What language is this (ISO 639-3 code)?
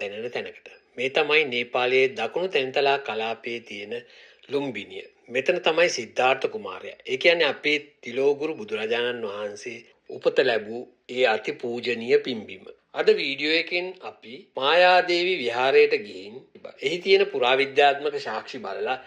sin